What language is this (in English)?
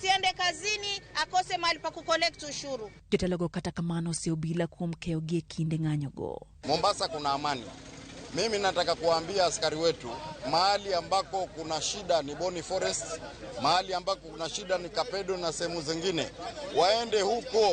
Luo (Kenya and Tanzania)